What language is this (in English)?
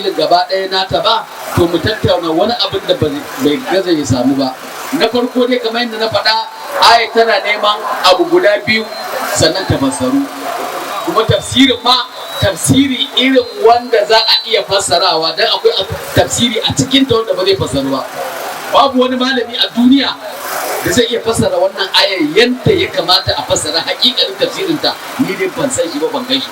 Hausa